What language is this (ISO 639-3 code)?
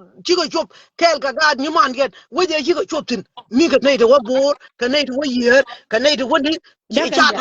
nus